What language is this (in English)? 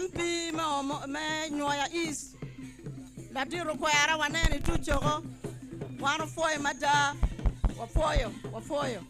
Acoli